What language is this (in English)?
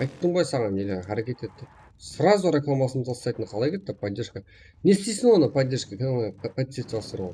Kara-Kalpak